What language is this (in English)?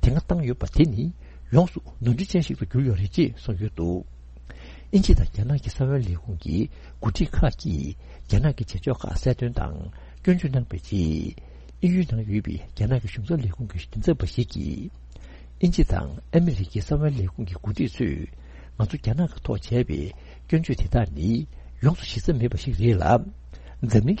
Tibetan